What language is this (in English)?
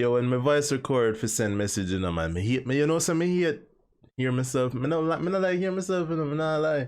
Jamaican Creole English